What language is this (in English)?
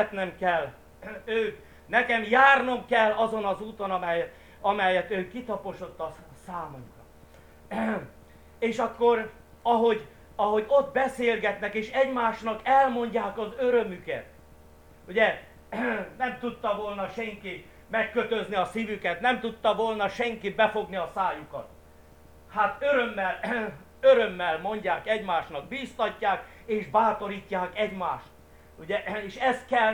Hungarian